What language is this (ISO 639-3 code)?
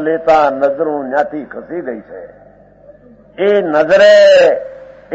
guj